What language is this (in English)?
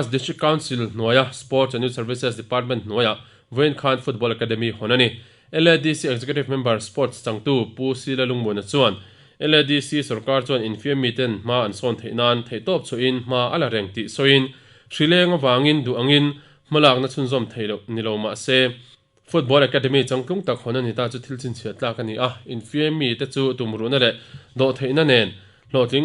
Mizo